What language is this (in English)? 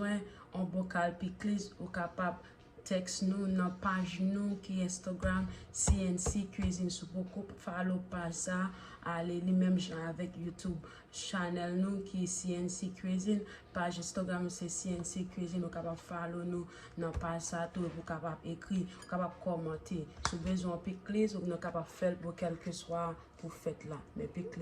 Haitian Creole